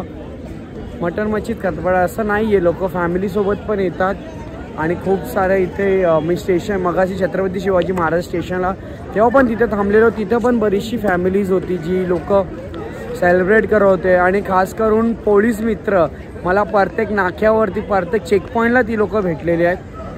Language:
Marathi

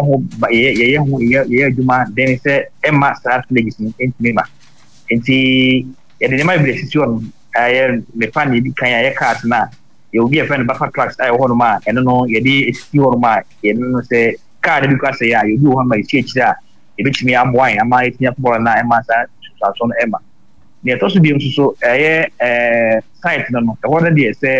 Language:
Akan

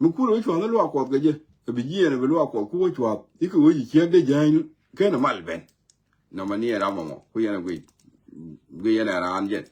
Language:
Nuer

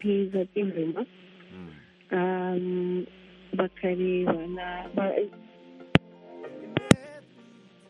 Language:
Kinyarwanda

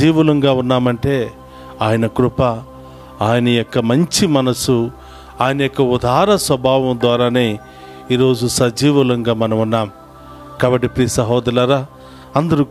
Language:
Telugu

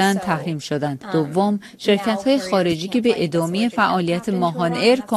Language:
Persian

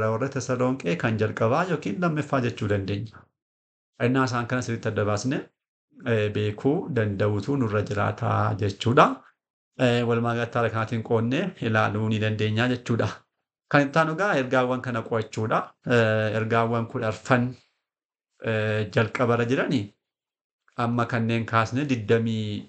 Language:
Oromo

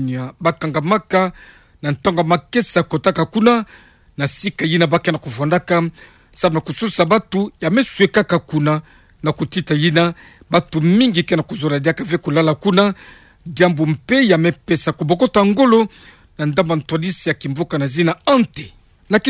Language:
Kituba (Democratic Republic of Congo)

